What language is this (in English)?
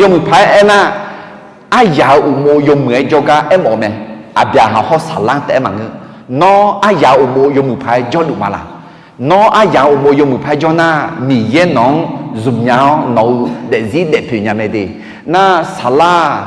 Akha